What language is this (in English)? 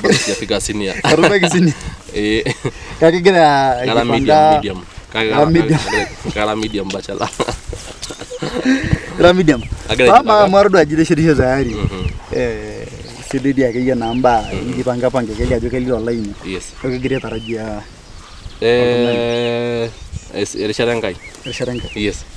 Masai